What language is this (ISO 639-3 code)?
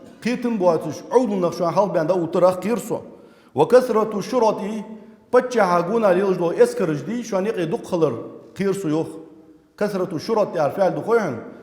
inh